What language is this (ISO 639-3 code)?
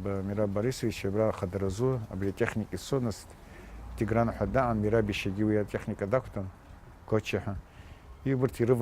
abk